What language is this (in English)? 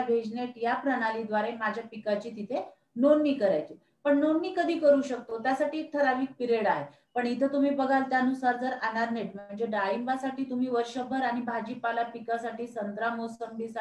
Marathi